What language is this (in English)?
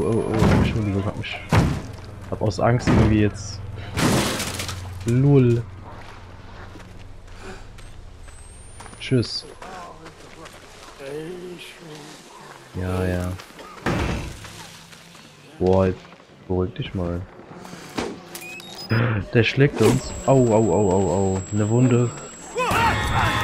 German